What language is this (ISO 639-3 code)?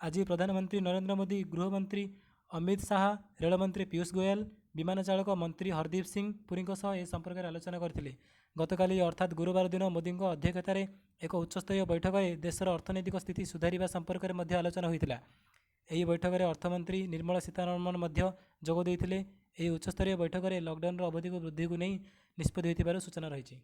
ori